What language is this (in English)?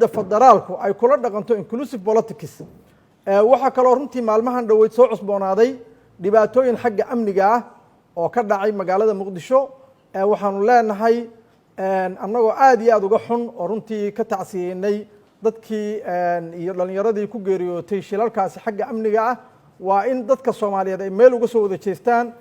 Somali